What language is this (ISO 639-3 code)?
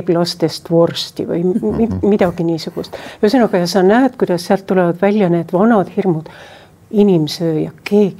est